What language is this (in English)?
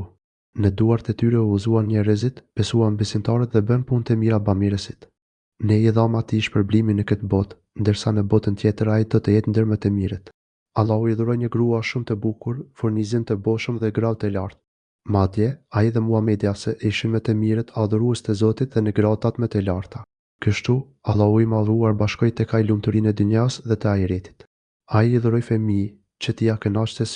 Albanian